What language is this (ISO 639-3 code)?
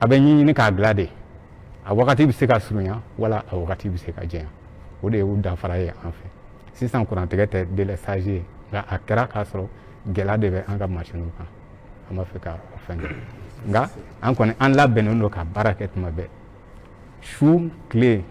bam